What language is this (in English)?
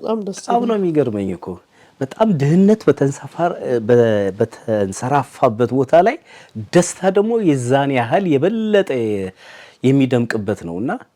Amharic